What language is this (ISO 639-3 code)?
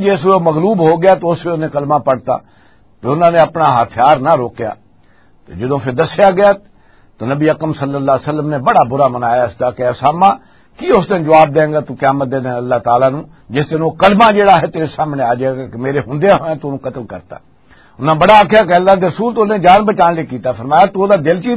lah